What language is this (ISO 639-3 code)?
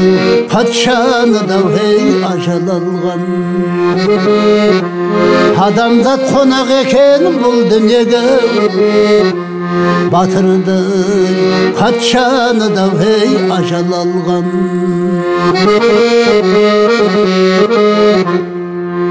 kaz